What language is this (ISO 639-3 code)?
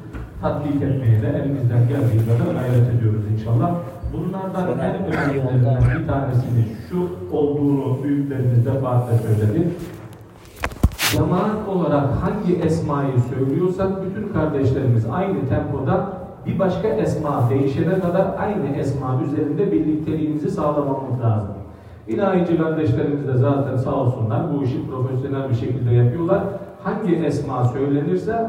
tur